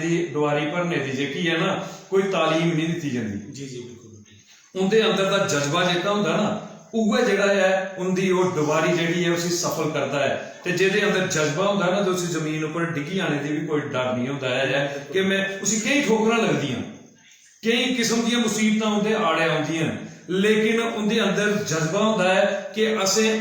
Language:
Dogri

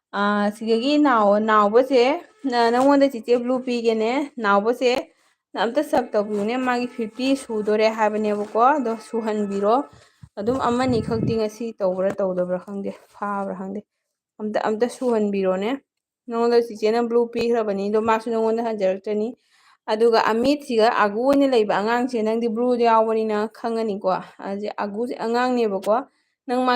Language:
Manipuri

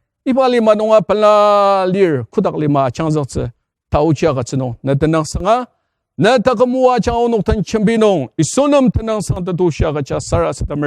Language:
Ao Naga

